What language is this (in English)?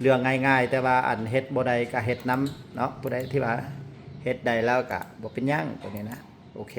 Lao